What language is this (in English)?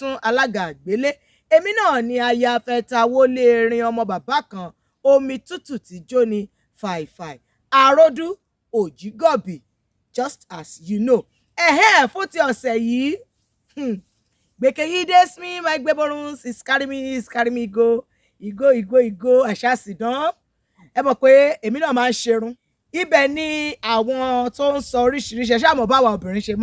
Yoruba